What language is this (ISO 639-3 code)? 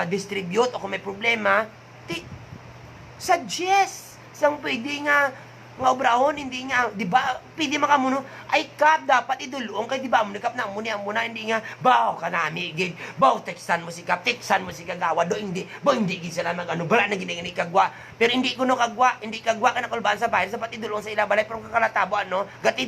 hil